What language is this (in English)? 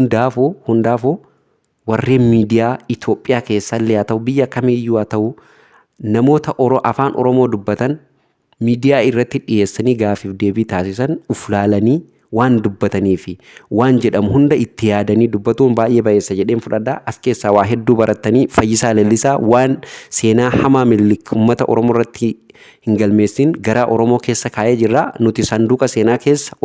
Oromo